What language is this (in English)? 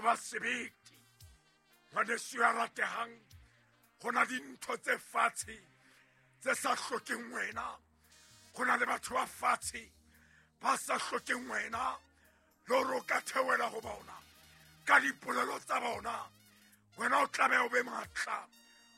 Southern Sotho